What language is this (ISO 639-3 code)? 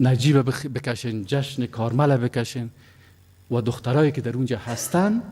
fas